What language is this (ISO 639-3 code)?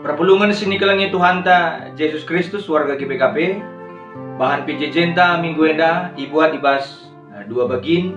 btx